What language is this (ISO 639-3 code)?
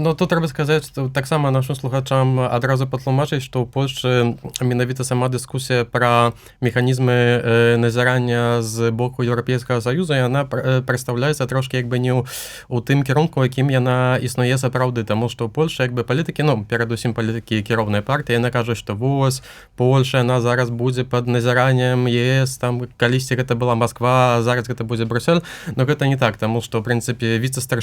bel